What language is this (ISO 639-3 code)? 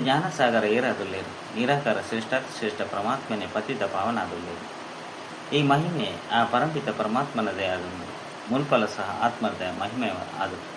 tcy